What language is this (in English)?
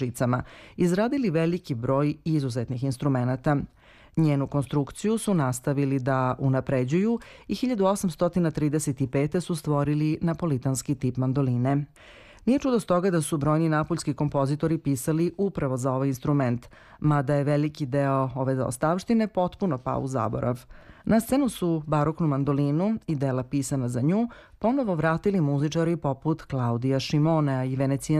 Serbian